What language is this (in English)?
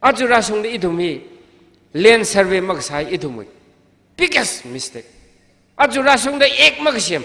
Tangkhul Naga (India)